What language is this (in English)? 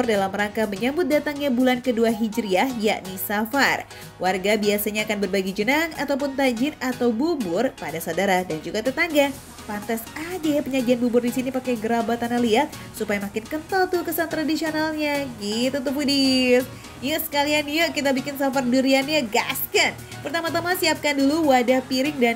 Indonesian